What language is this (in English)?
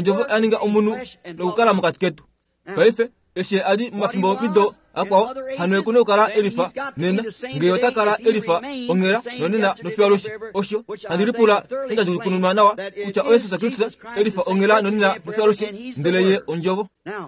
Kuanyama